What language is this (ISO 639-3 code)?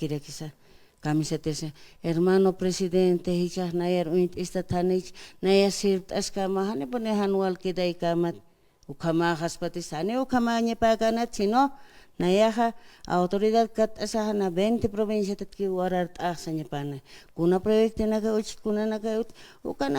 aym